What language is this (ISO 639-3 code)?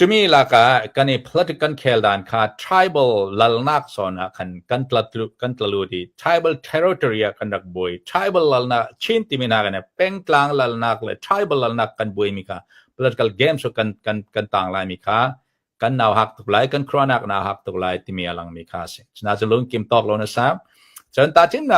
cnh